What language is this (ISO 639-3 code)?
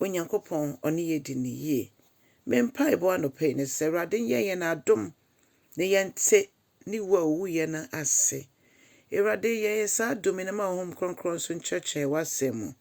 aka